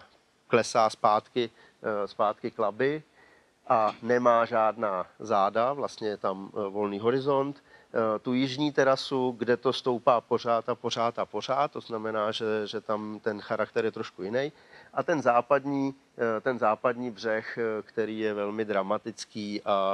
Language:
Czech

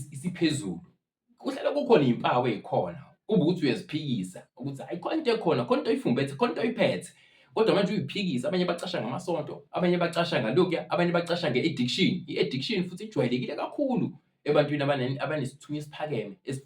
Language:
Zulu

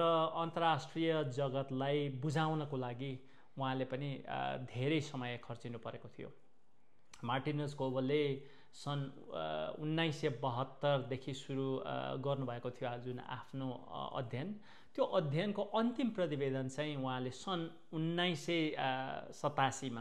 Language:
Nepali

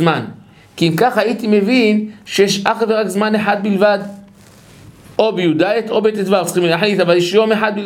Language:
Hebrew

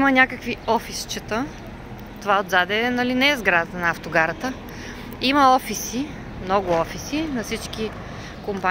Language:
Bulgarian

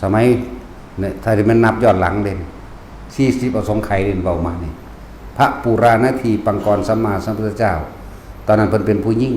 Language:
Northeastern Thai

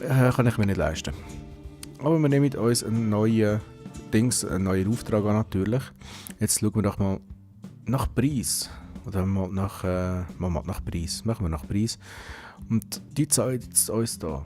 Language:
Swiss German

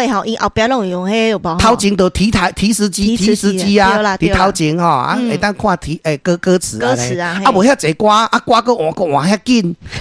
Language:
Min Nan Chinese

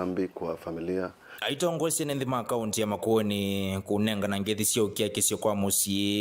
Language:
Kamba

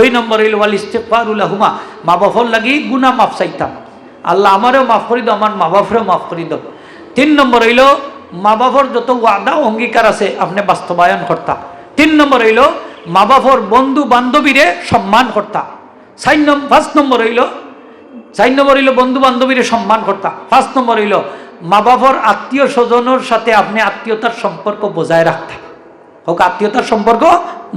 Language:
Sylheti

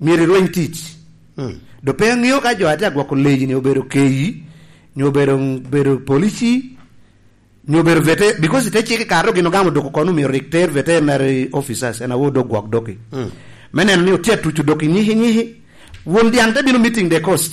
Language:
Lango (Uganda)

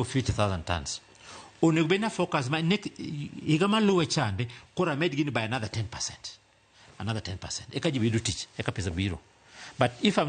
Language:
Luo (Kenya and Tanzania)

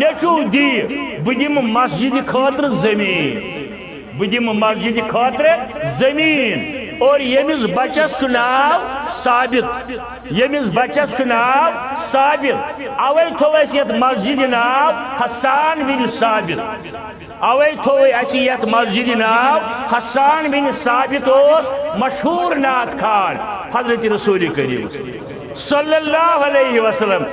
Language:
Kashmiri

